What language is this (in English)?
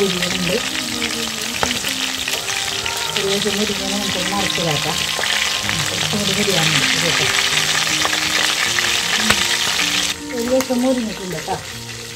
Malayalam